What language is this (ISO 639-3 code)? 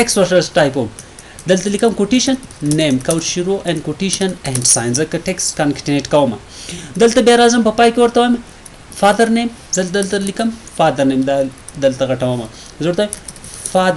pus